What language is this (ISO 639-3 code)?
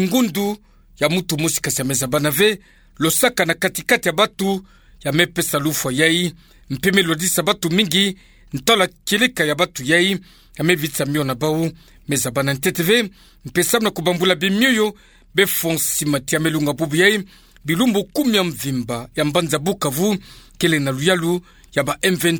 ktu